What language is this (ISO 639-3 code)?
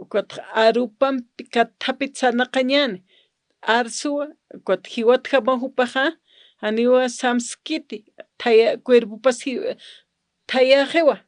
aym